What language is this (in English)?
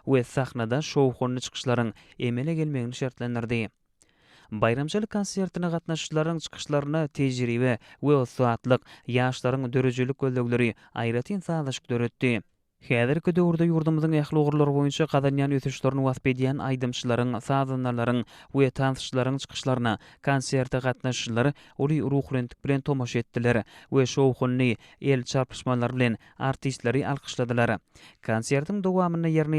Turkmen